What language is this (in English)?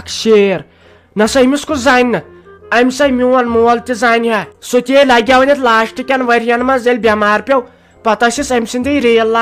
Kashmiri